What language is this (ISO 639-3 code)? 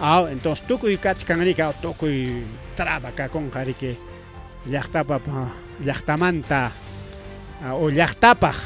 quy